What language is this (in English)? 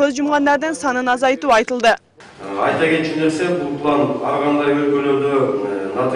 Kyrgyz